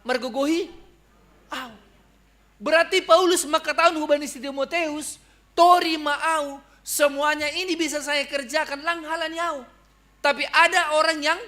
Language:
Batak Simalungun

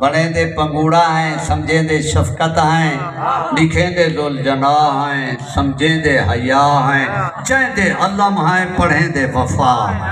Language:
Saraiki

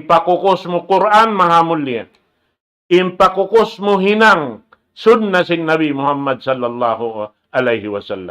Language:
Tausug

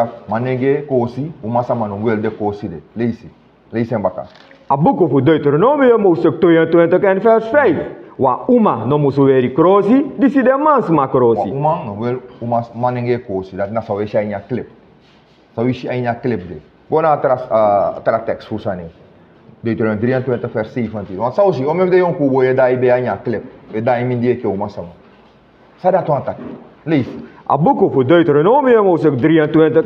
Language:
Sranan Tongo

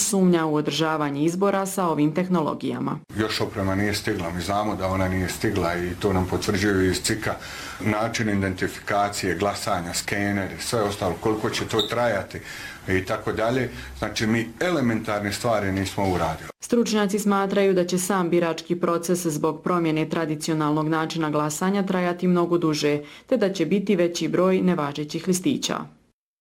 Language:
Bosnian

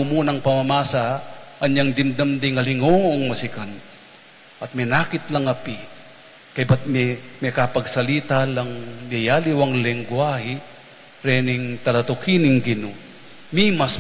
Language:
Pampanga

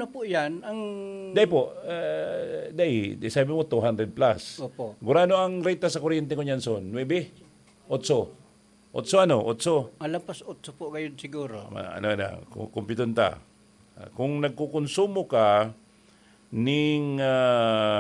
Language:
Bikol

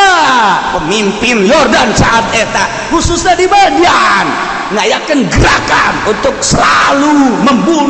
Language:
Sundanese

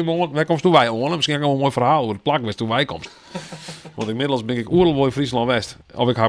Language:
Western Frisian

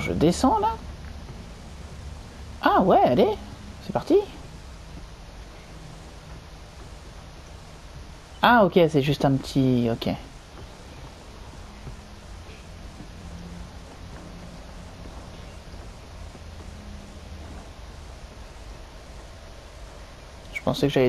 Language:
French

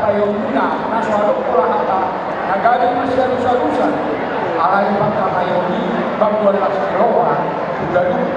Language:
Batak Toba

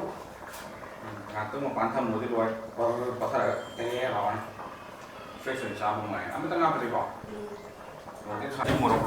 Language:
Manipuri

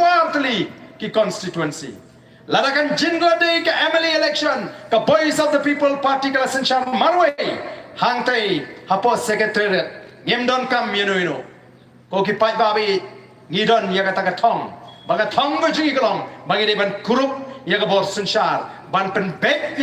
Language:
Khasi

